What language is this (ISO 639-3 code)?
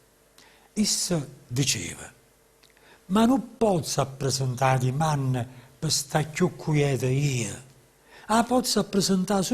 nap